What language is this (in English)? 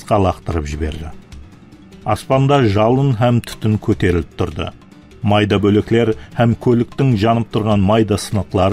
Kara-Kalpak